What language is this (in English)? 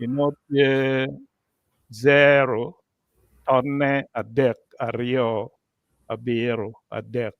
Acoli